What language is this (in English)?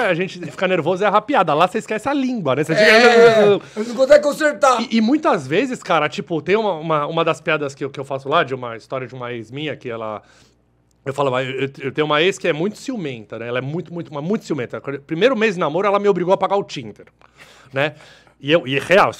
Portuguese